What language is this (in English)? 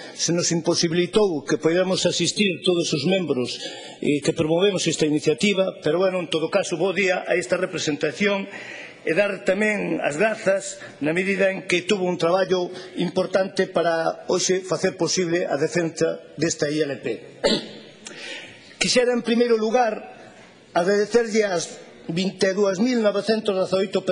Galician